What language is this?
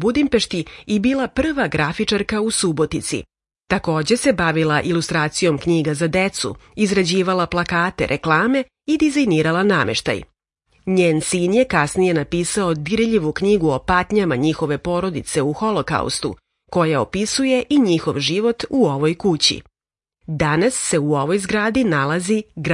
Serbian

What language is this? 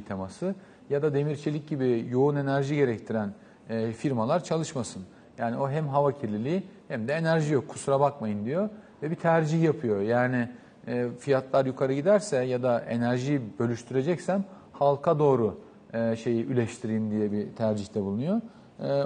Turkish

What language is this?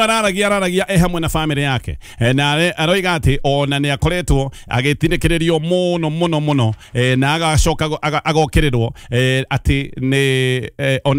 Kikuyu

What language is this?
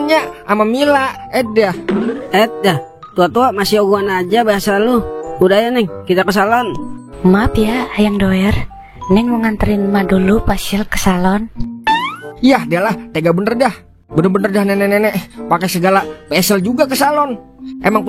Betawi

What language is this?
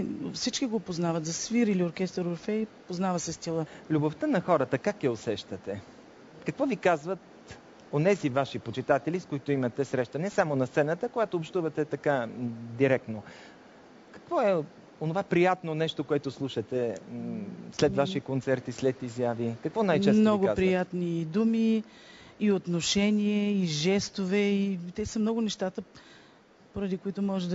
Bulgarian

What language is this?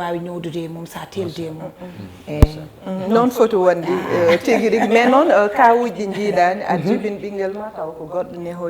Fula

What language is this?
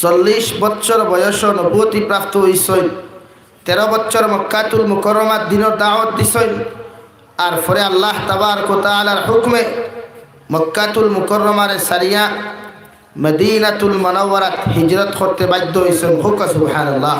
Sylheti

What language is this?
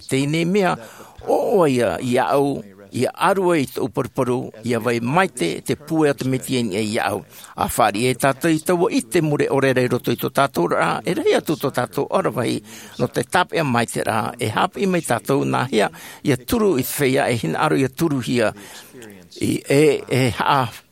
Tahitian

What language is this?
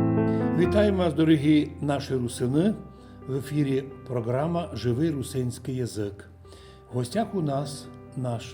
Rusyn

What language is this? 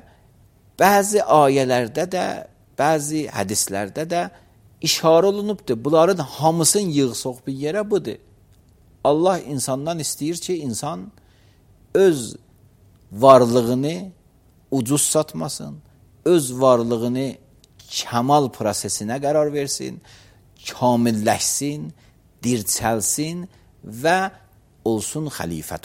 Azerbaijani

